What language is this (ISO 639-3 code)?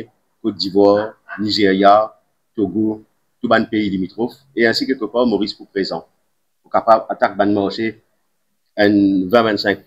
mfe